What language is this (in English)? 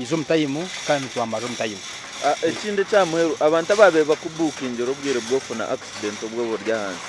Nyankole